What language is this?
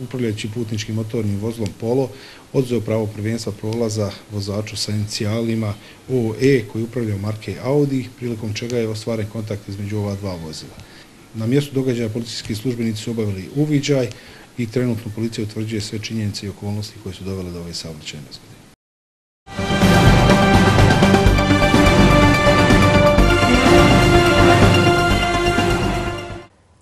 Bosnian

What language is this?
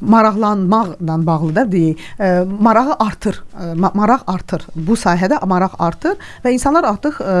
Azerbaijani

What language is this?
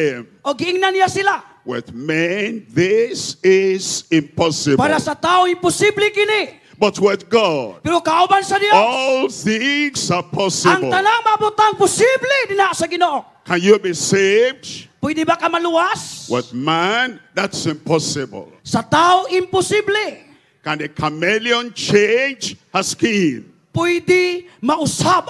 Cebuano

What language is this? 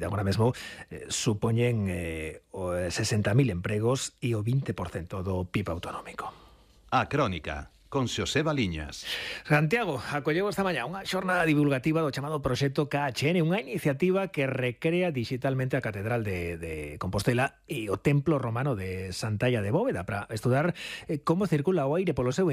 Galician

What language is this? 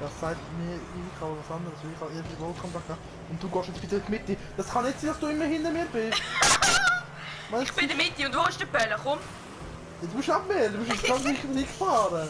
Swiss German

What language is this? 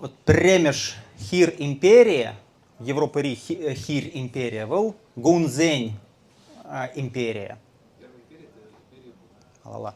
Chuvash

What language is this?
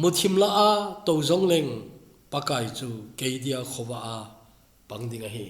Thado Chin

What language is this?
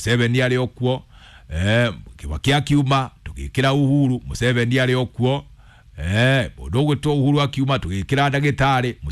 Kikuyu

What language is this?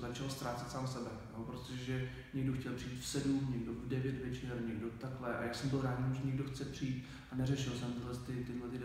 Czech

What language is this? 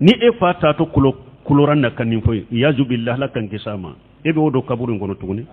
Bambara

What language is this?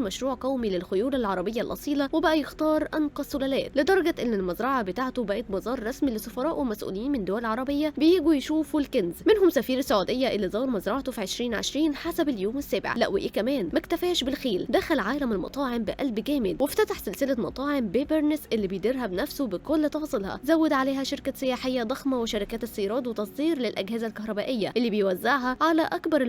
Egyptian Arabic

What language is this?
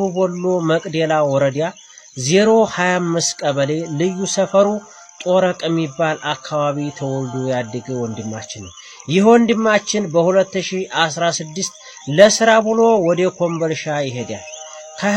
Amharic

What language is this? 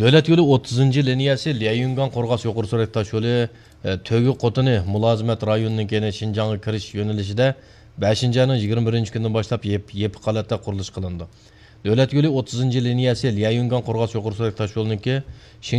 Uyghur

